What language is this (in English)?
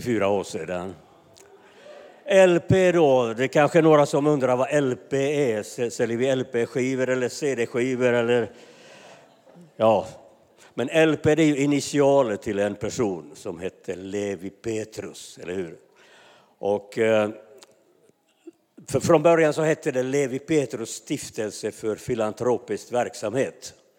Swedish